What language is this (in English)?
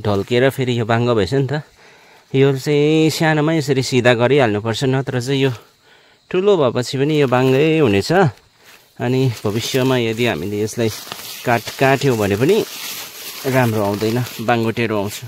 Nepali